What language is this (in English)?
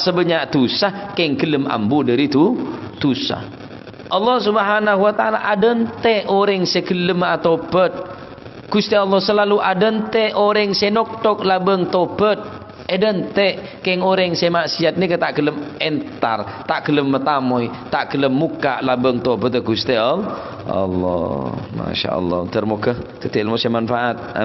Madurese